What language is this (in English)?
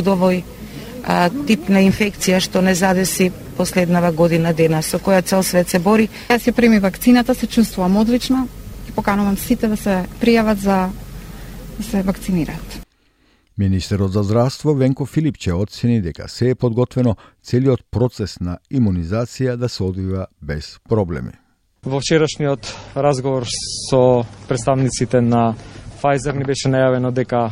Macedonian